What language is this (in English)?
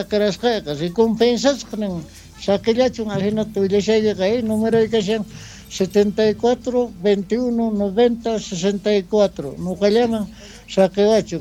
Quechua